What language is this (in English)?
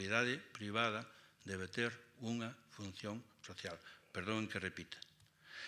Galician